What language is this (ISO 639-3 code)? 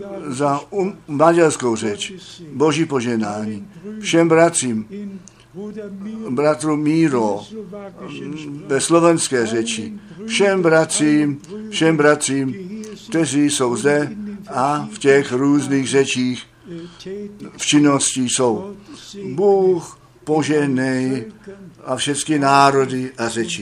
ces